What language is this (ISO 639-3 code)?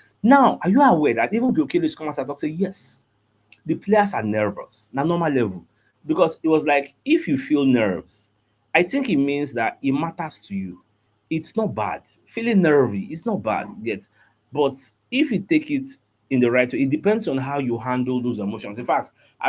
pcm